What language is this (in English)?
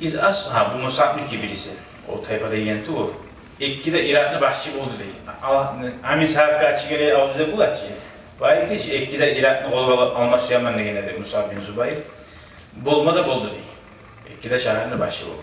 Kumyk